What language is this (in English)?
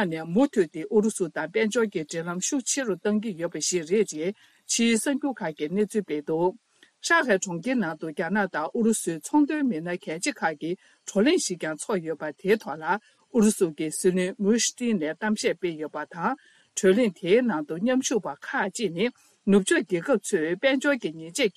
Tibetan